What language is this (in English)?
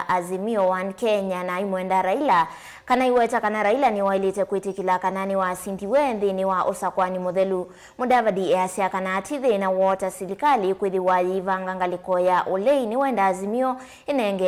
Kamba